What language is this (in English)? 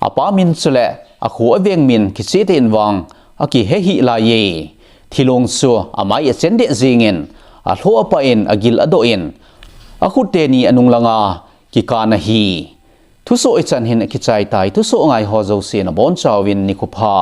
Thado Chin